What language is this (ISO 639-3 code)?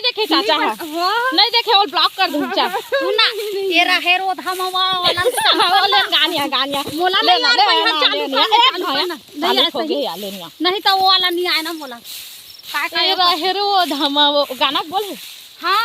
hne